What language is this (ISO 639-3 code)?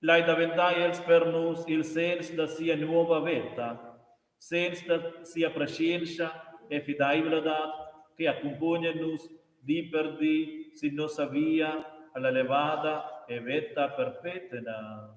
roh